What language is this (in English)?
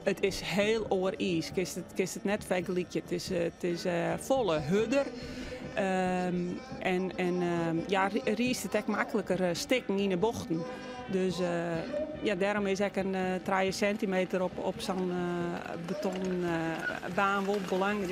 Western Frisian